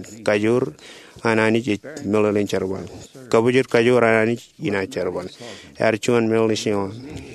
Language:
Marshallese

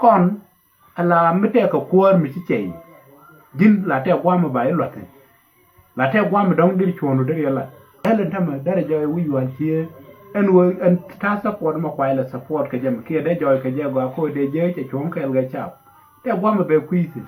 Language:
Nuer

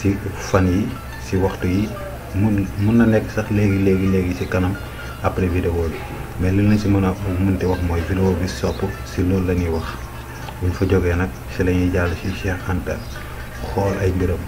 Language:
Wolof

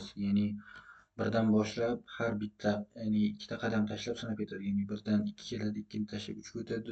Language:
Uzbek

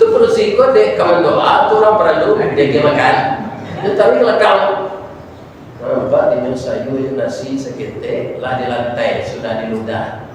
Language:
Minangkabau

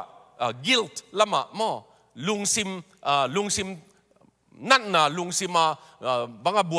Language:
Tedim Chin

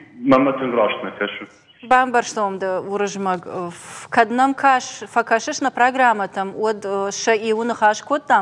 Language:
Ossetic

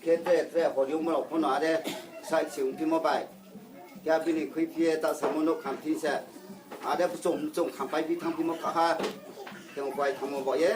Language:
Riang (India)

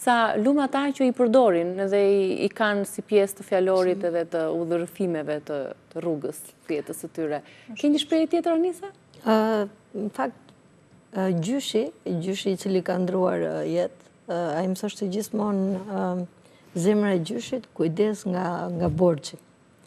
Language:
Albanian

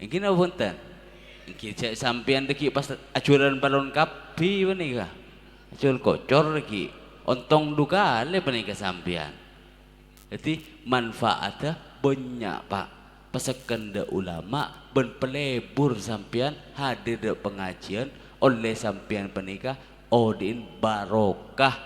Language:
Madurese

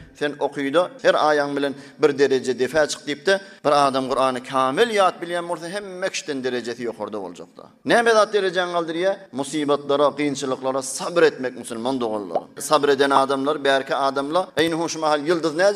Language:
Turkmen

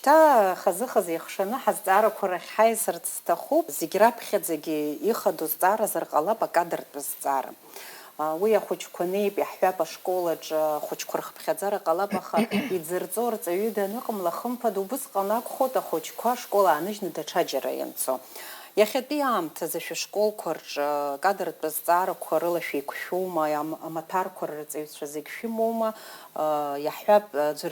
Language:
Abkhazian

